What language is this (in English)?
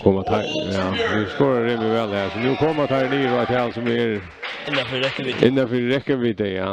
Faroese